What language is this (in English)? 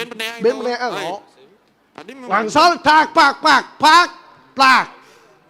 Balinese